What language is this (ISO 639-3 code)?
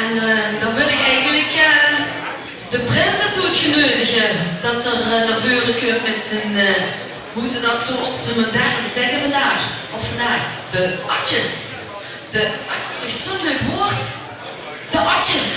lim